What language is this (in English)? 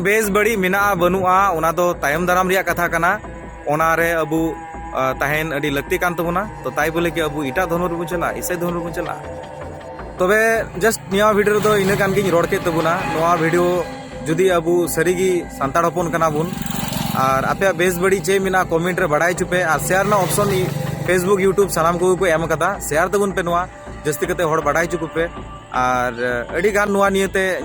Santali